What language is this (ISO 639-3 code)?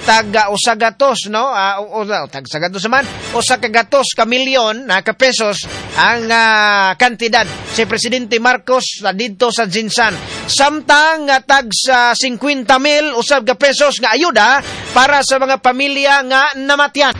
ceb